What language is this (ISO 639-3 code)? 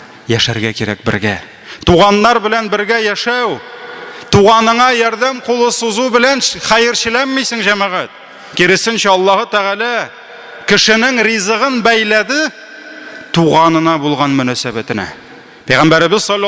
tat